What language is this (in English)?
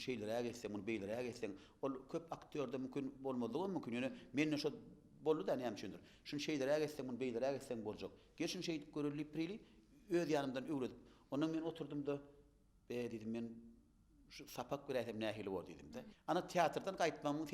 Turkmen